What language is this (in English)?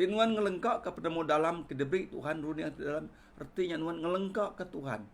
Iban